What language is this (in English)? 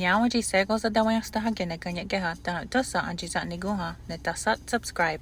Mohawk